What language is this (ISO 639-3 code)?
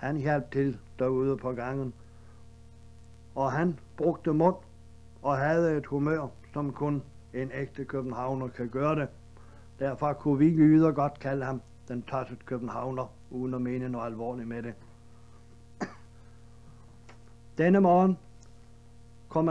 dan